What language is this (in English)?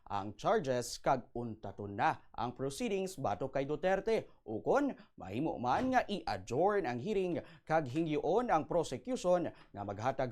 Hiligaynon